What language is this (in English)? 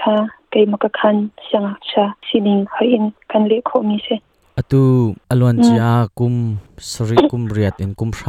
Hakha Chin